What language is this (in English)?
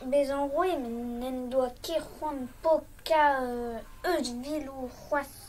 Breton